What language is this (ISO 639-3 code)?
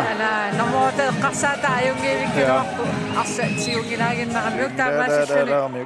kal